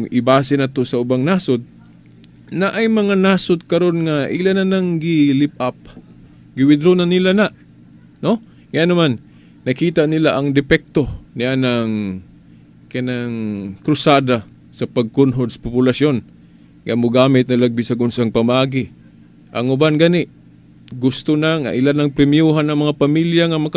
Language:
Cebuano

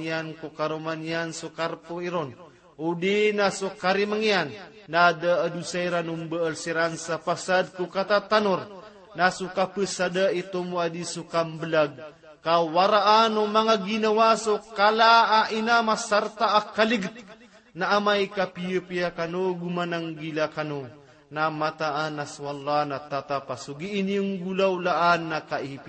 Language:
Maranao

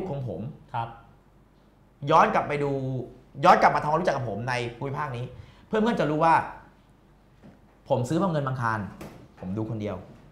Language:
Thai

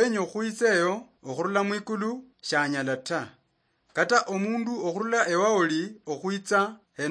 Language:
Luyia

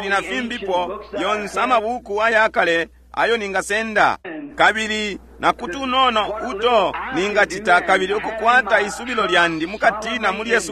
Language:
Bemba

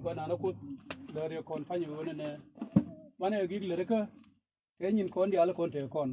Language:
Nuer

